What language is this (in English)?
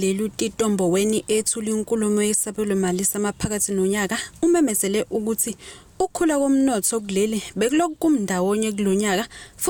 Zulu